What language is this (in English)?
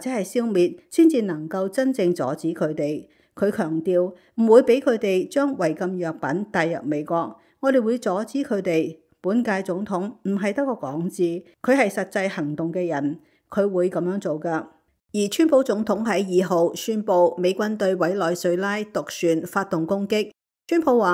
Cantonese